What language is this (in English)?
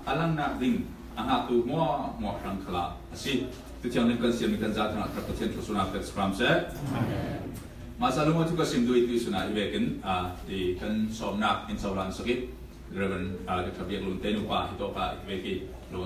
Falam Chin